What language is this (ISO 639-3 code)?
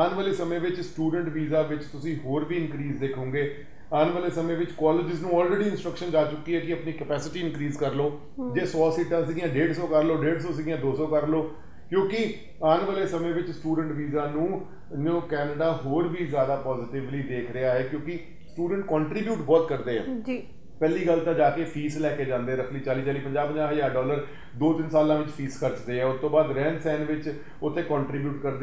pan